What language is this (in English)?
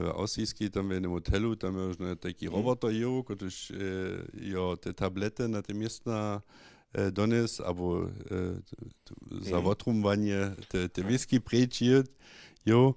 Upper Sorbian